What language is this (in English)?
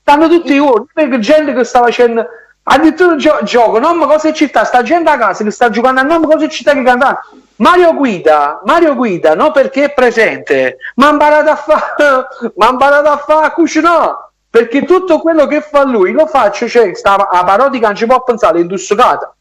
Neapolitan